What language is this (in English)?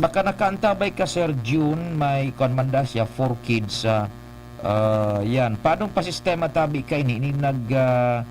Bikol